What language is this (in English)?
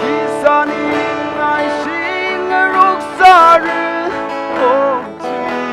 Tangkhul Naga (India)